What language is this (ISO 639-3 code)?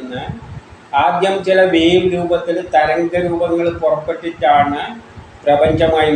mal